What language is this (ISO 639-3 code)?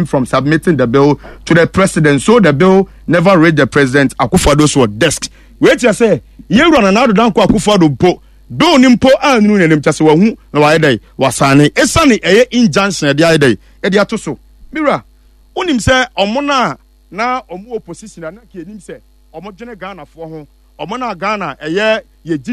aka